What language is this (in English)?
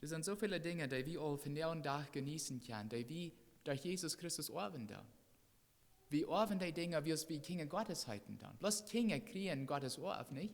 Plautdietsch